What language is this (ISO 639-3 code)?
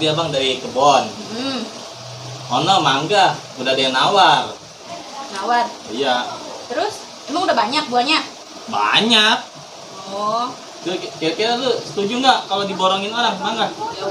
bew